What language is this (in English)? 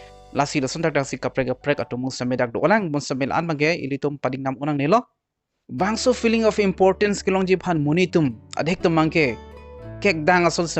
Karbi